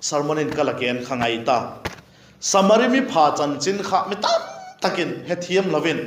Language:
Vaiphei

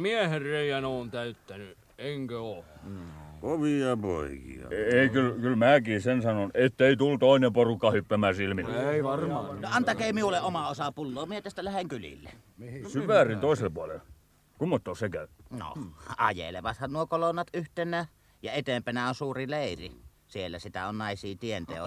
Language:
Finnish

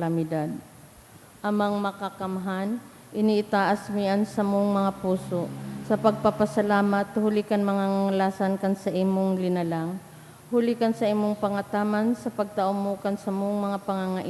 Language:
Bikol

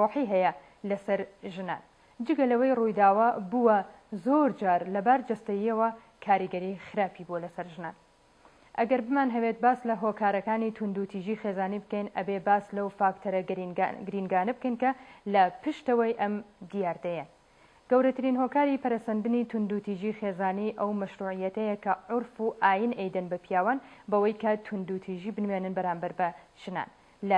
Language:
Central Kurdish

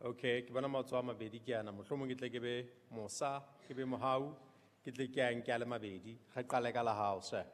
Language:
Southern Sotho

